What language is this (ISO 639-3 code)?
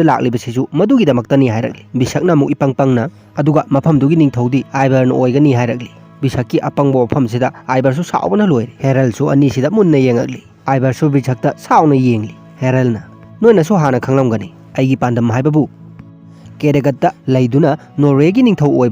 mni